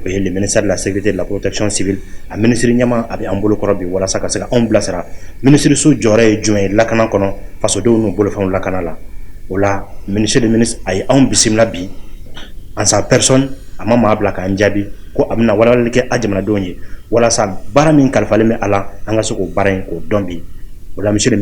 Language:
Bambara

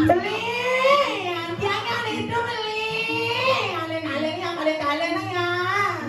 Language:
Balinese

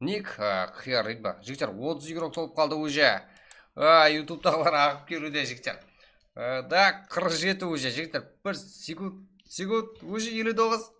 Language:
Kara-Kalpak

